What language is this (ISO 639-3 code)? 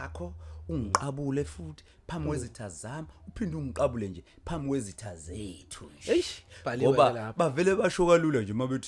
zul